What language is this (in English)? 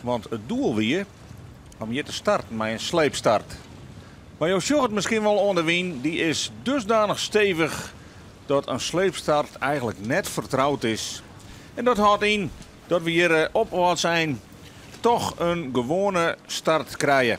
Western Frisian